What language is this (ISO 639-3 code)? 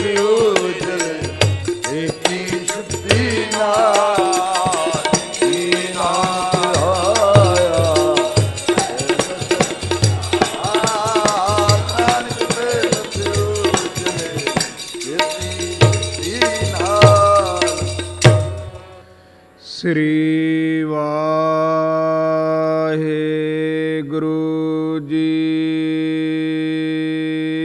pan